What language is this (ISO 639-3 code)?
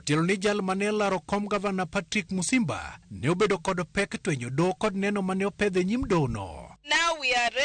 luo